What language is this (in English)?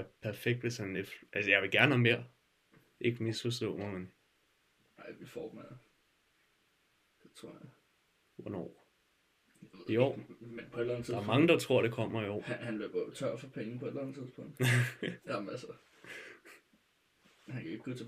Danish